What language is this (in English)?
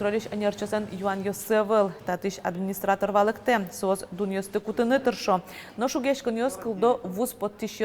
Udmurt